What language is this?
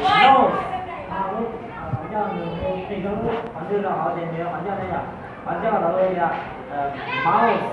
Hmong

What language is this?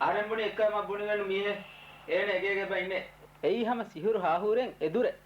Divehi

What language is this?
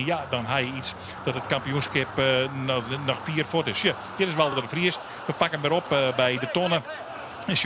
Western Frisian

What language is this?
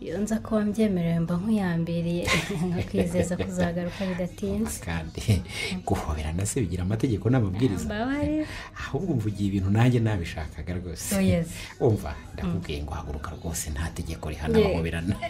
Kinyarwanda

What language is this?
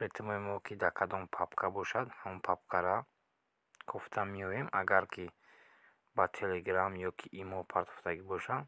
Tajik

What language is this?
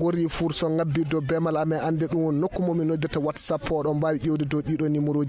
Nigerian Fulfulde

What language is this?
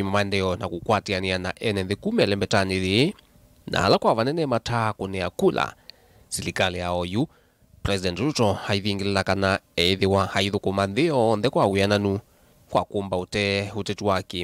Kamba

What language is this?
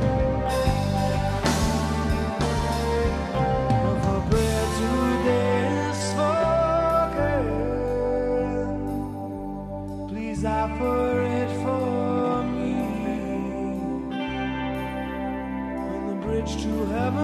Estonian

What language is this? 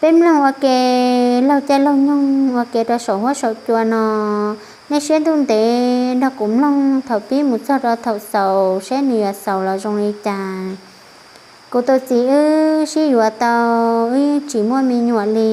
Hmong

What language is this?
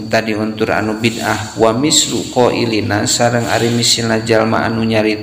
Sundanese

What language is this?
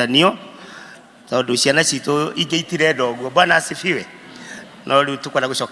Kikuyu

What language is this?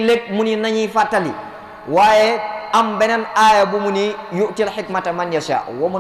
Wolof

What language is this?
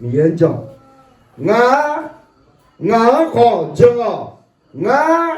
Akha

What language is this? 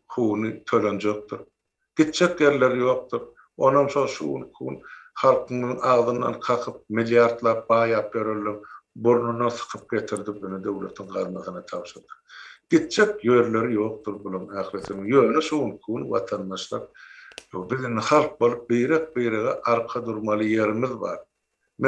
Turkmen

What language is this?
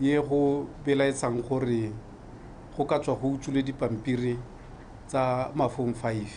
Tswana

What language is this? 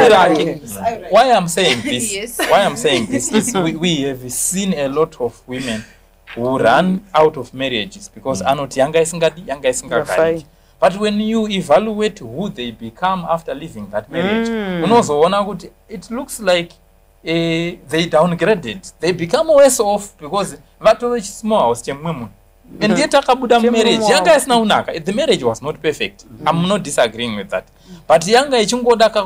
Shona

